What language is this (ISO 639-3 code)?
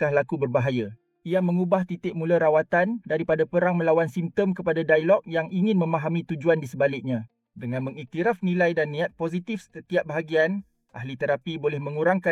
msa